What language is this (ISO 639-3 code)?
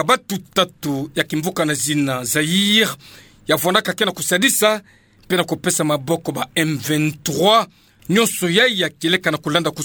ktu